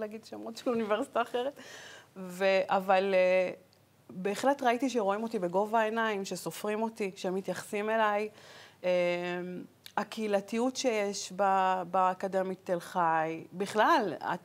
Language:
Hebrew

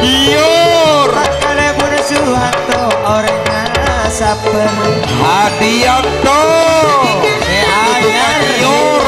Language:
Madurese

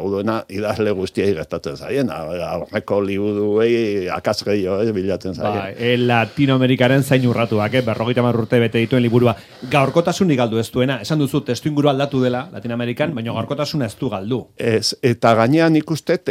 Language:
Basque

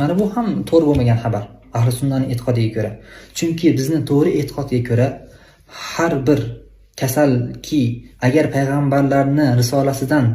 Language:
Uzbek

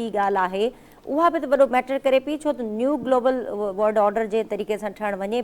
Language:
Sindhi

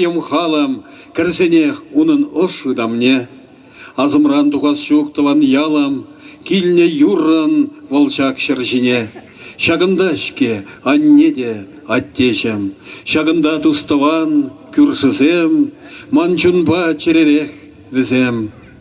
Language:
Chuvash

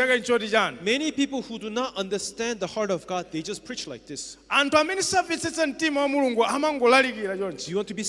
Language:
Nyanja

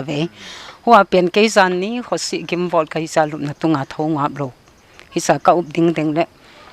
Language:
Paite Chin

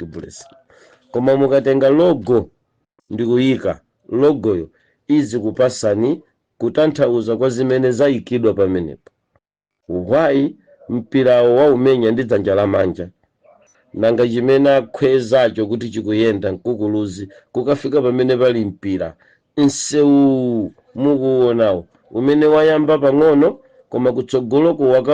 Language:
Nyanja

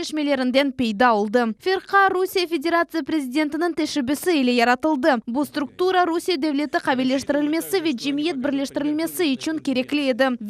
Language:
Crimean Tatar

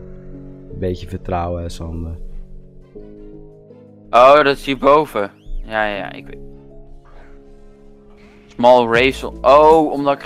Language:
Dutch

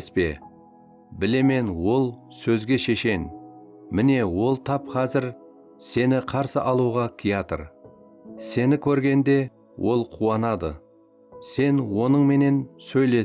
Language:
Kara-Kalpak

